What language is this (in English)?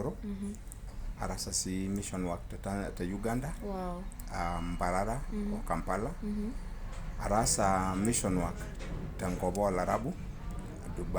Masai